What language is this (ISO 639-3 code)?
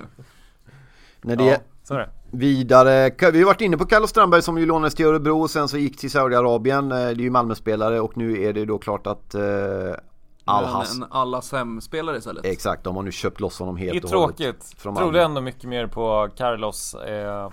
swe